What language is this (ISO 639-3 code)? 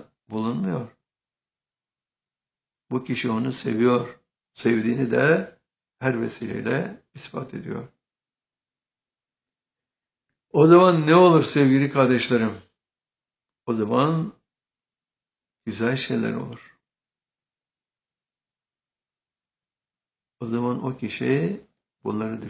tur